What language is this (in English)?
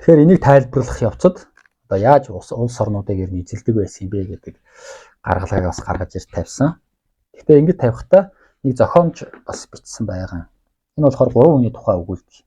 Mongolian